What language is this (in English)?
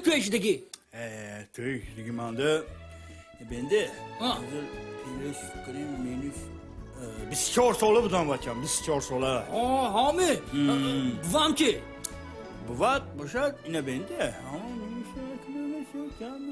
Tajik